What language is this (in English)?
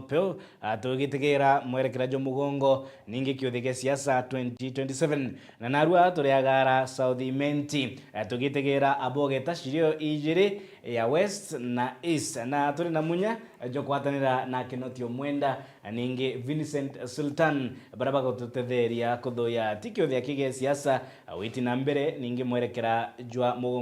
Meru